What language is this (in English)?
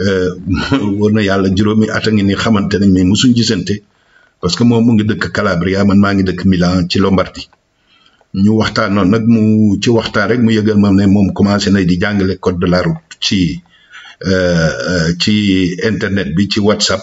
Wolof